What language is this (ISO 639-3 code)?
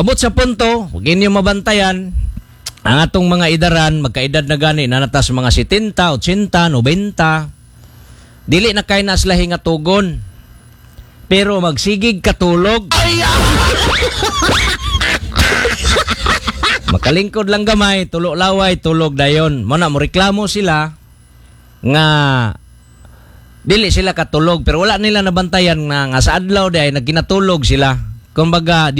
ceb